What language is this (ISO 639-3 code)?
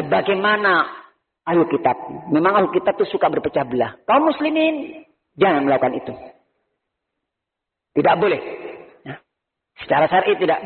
ind